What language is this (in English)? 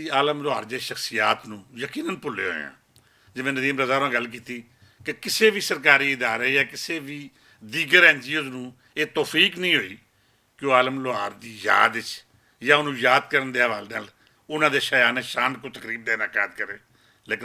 Western Panjabi